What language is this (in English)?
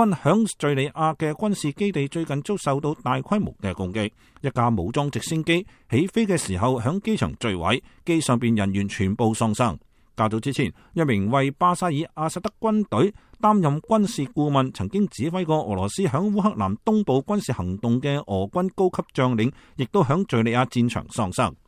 Cantonese